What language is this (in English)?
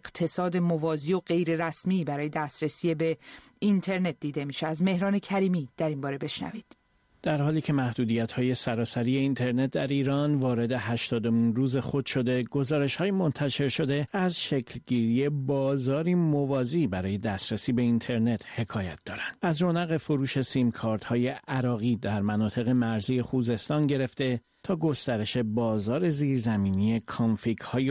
Persian